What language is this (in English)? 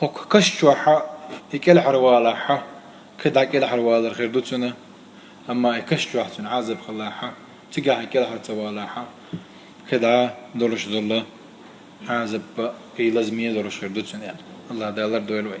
Chechen